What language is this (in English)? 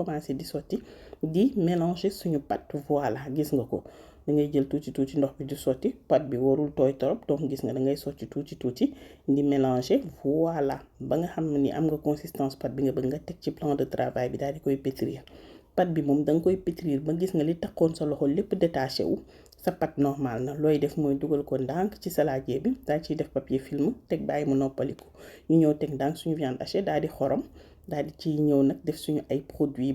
Wolof